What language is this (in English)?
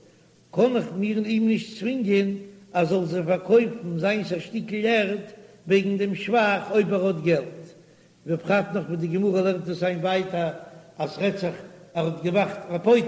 Yiddish